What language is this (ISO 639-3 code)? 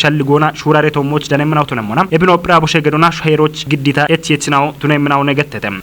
kbr